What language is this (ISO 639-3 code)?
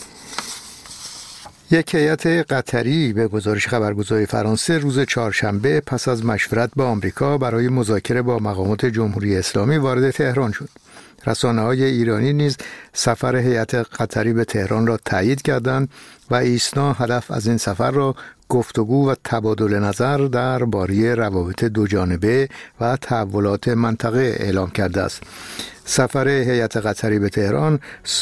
fas